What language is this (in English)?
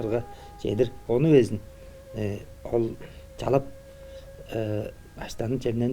Tuvinian